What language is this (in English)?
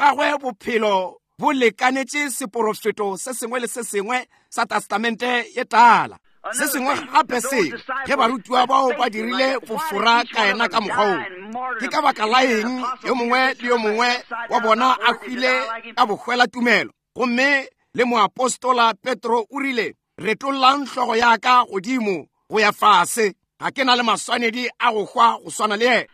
Northern Sotho